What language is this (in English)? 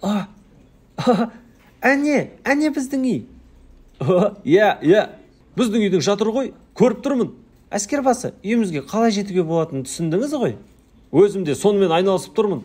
Kazakh